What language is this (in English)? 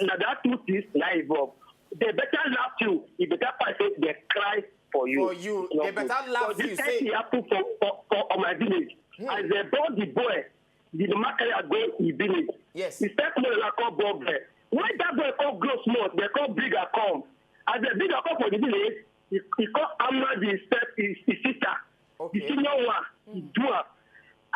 Nigerian Pidgin